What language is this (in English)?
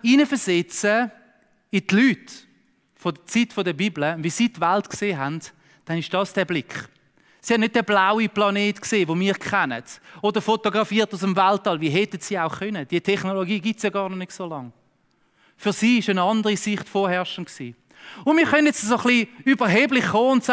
Swiss German